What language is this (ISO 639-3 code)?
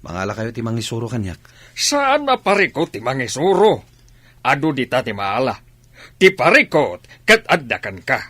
ilo